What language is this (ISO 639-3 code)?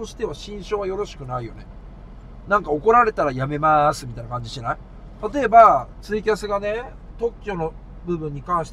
jpn